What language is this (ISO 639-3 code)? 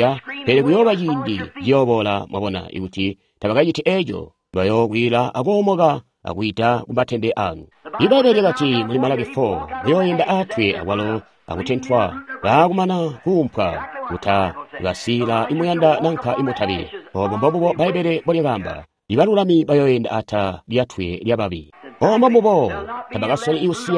toi